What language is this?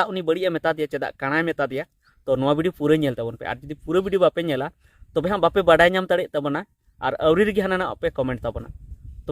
Santali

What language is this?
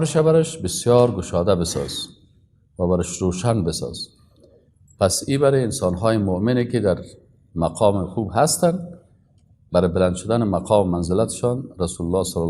Persian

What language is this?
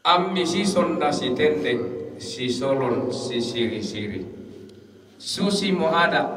Toraja-Sa'dan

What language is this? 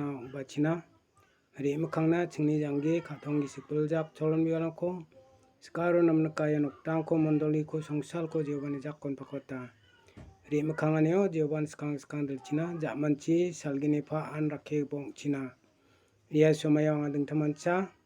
Garo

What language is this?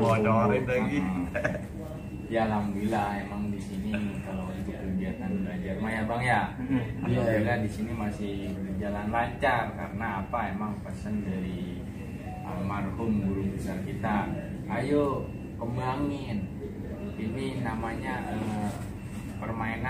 Betawi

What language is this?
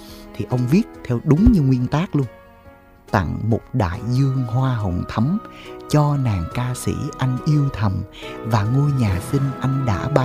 Vietnamese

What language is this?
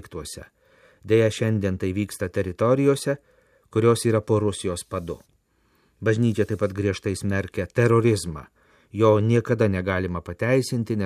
Lithuanian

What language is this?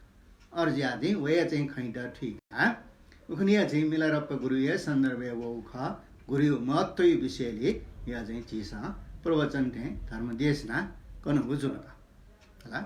Newari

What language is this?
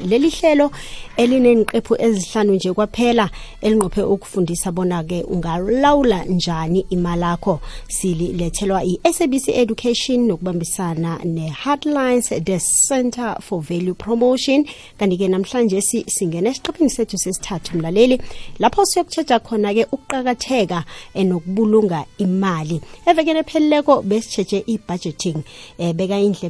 South Ndebele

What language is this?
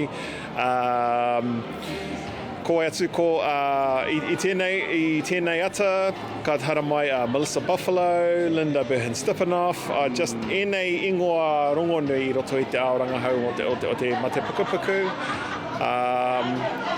Māori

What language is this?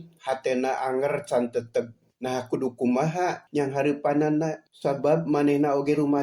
Sundanese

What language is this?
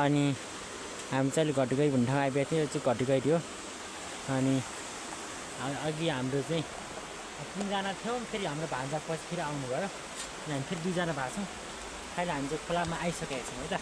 Nepali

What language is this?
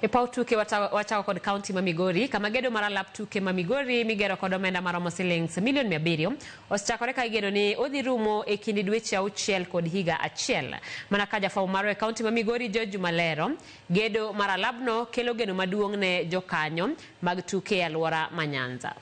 Luo (Kenya and Tanzania)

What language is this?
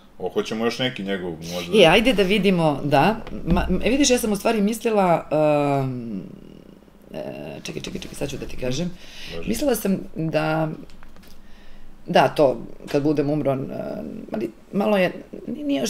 Serbian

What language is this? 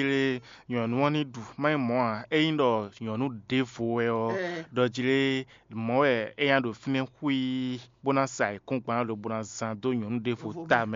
Fon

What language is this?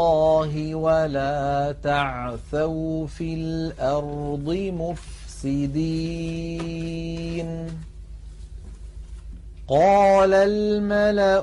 Arabic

